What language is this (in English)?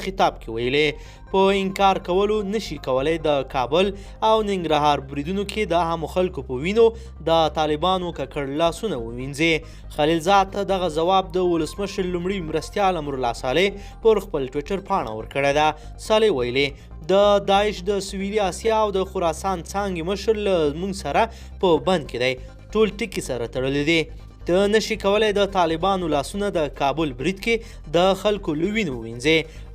Pashto